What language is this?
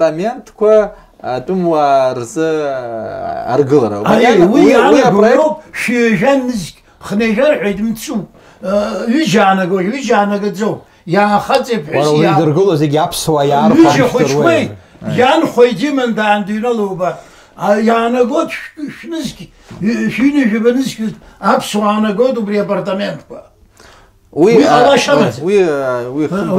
Abkhazian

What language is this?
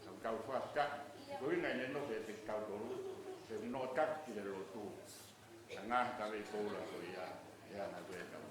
Tongan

